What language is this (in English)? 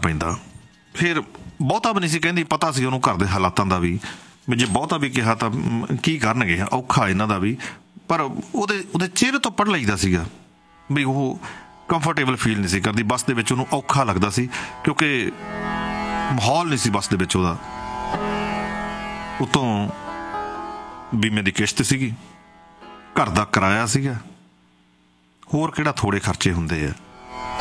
Punjabi